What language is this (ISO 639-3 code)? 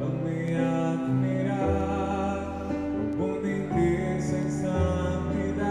pap